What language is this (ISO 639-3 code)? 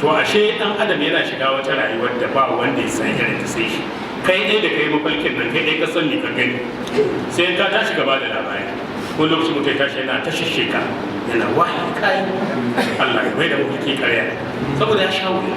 hau